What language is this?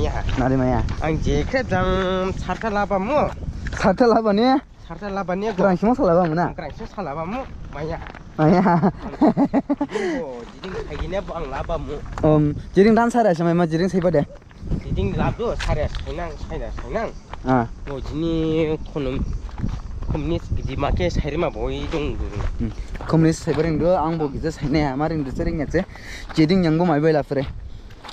Dimasa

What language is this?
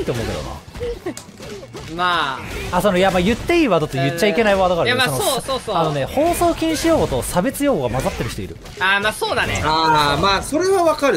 Japanese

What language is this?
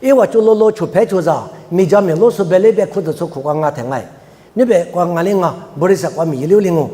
Lisu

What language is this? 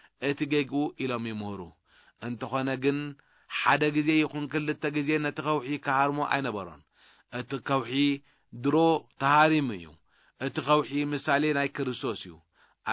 Tigrinya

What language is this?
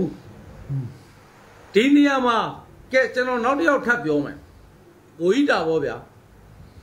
Burmese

